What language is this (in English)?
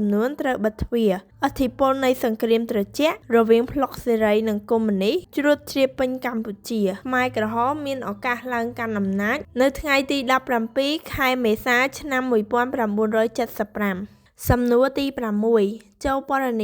Khmer